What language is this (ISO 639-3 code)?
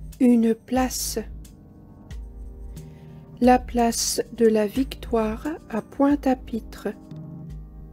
fra